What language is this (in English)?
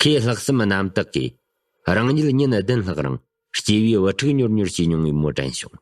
Tibetan